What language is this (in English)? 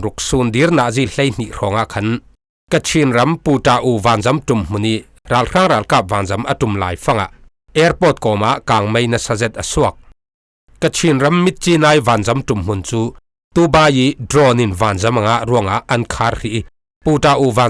Falam Chin